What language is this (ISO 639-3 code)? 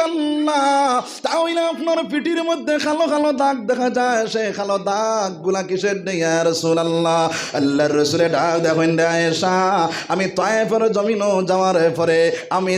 syl